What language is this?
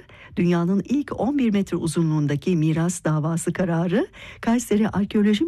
Turkish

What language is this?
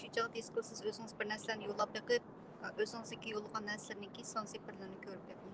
Uyghur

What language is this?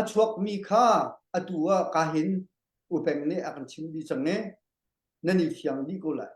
Hakha Chin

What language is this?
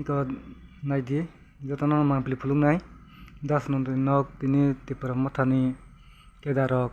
Kok Borok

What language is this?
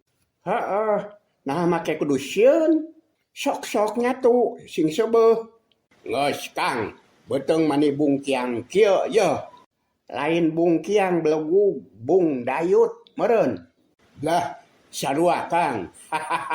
Sundanese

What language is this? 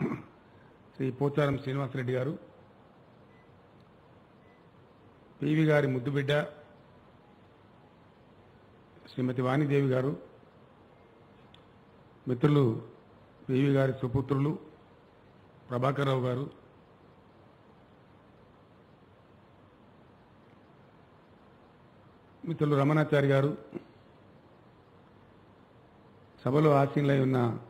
Telugu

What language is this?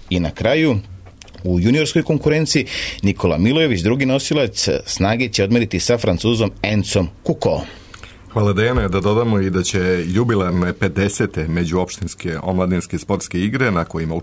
Serbian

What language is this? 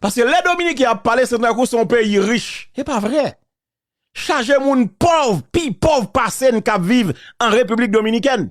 Haitian Creole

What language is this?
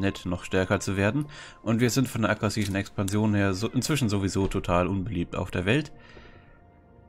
German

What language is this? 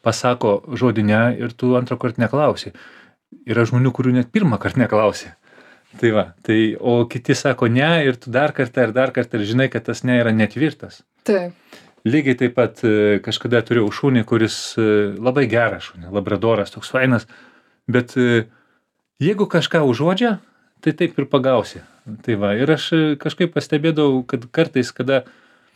Lithuanian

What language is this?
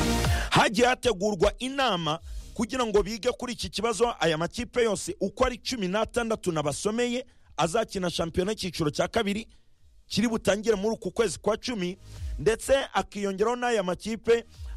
Kinyarwanda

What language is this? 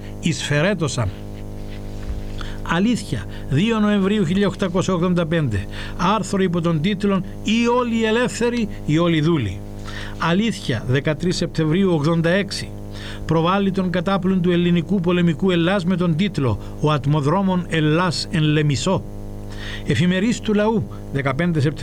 Greek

